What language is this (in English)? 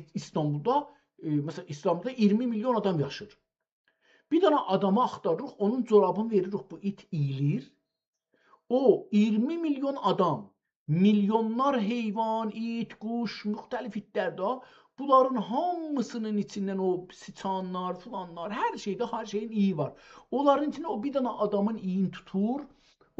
South Azerbaijani